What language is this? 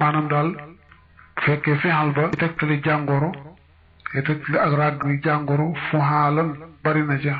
Wolof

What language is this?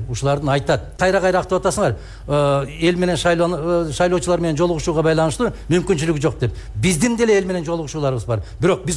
Kyrgyz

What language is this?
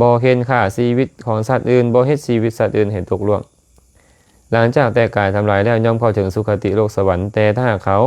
Lao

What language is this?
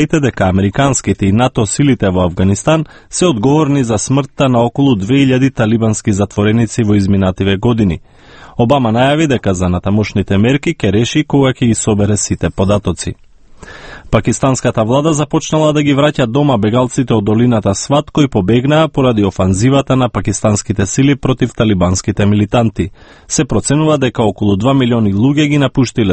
Macedonian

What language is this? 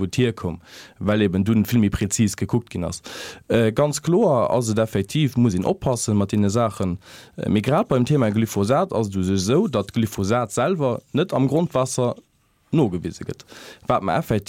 Luxembourgish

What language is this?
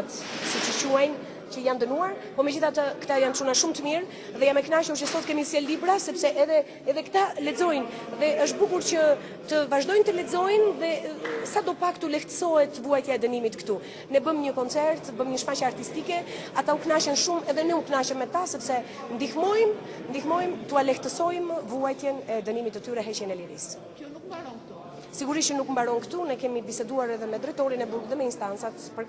Albanian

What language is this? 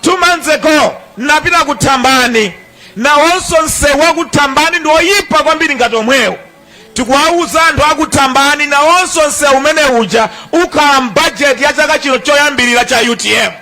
Nyanja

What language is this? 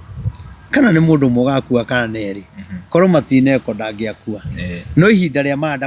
Kikuyu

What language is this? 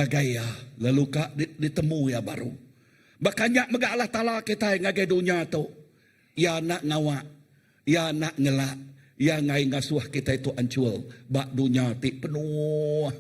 Iban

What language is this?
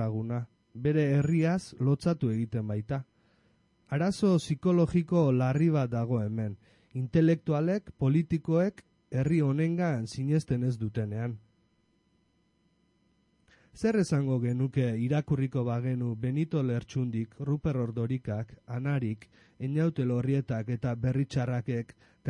Basque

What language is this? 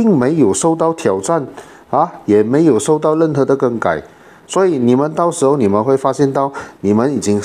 Chinese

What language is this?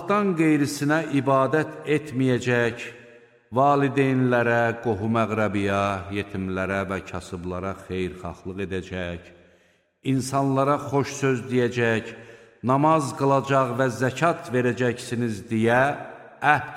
Azerbaijani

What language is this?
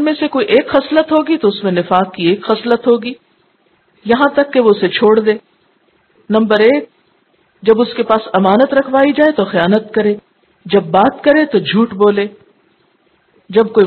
Urdu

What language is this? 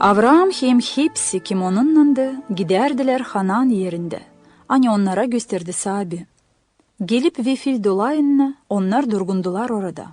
Gagauz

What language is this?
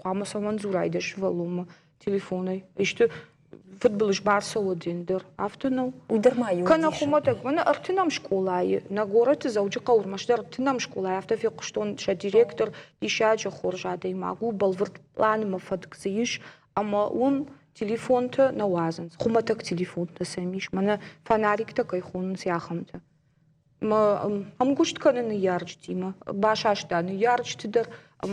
Ossetic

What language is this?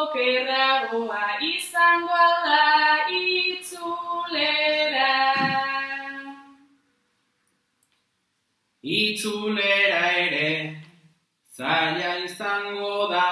Basque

